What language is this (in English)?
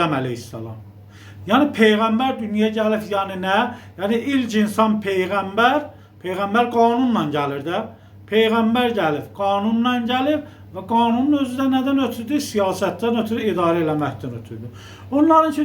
Azerbaijani